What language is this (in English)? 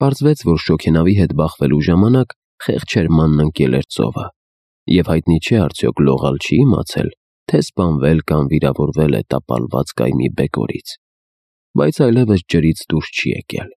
Armenian